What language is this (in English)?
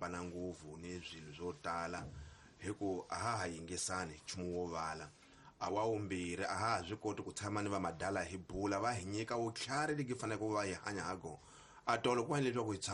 Tsonga